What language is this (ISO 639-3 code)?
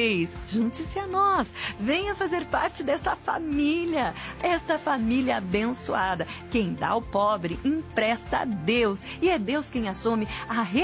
por